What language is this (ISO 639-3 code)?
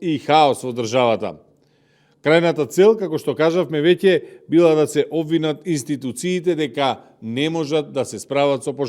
mkd